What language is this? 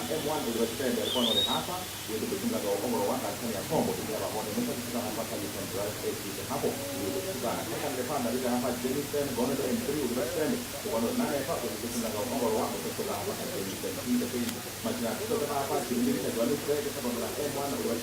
Venda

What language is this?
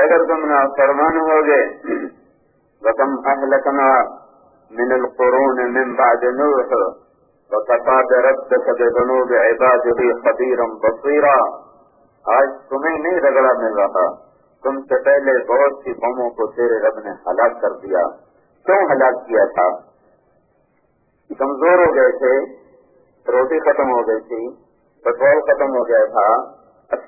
Urdu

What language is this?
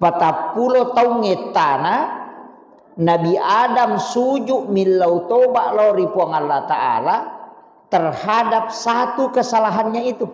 Buginese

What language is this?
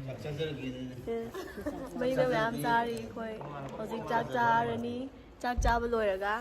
Manipuri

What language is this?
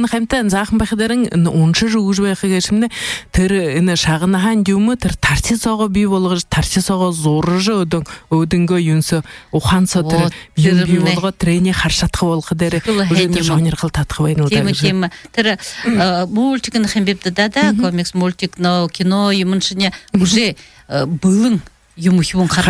Buriat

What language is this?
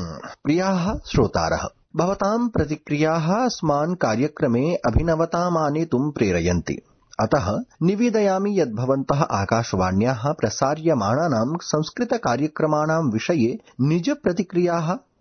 Sanskrit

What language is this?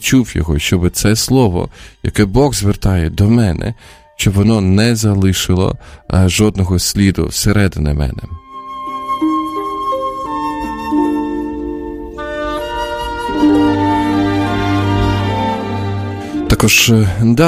Ukrainian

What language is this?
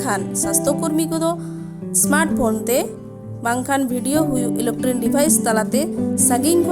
Santali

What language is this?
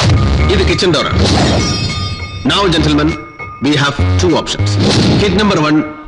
Malayalam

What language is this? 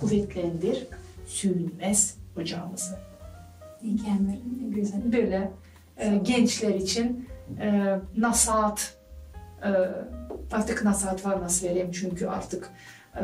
Gagauz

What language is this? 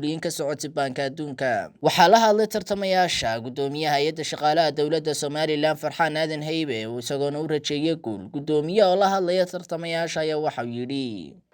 Somali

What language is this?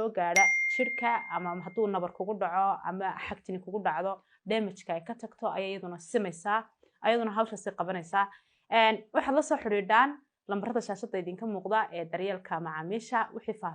Somali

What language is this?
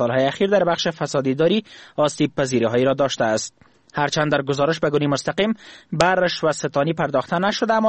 Persian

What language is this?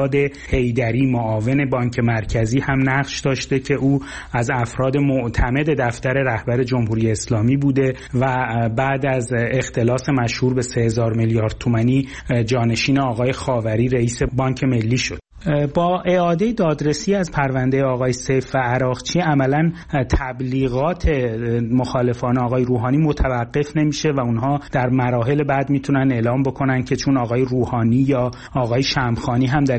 Persian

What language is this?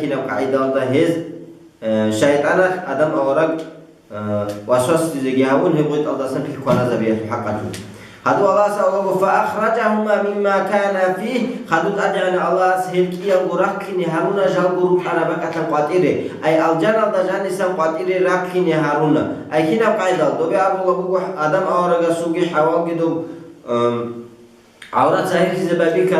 Avaric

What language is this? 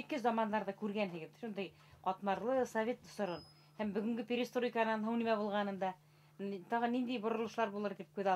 Bashkir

